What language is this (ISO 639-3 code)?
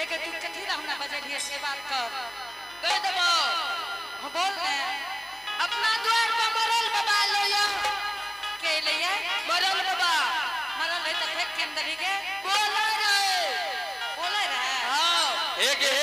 anp